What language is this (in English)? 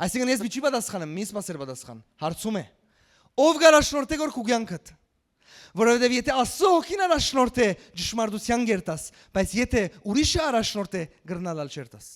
Western Armenian